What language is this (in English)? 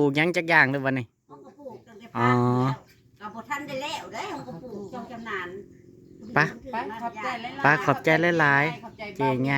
Northeastern Thai